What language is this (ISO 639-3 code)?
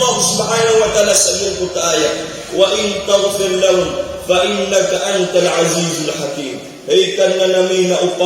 mrw